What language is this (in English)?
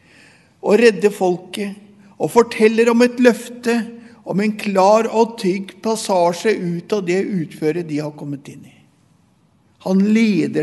Norwegian